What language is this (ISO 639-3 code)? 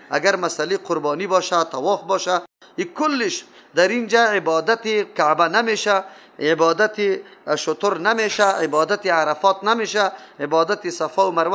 fas